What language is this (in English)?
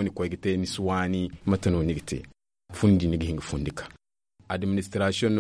Zarma